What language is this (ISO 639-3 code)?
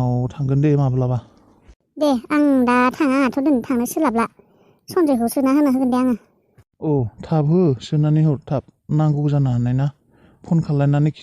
brx